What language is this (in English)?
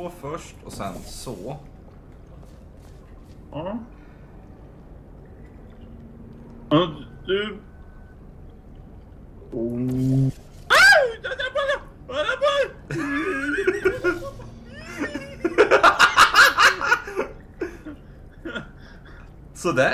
Swedish